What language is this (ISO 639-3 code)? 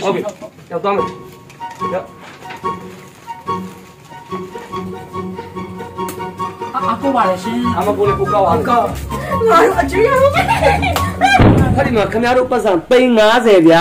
mya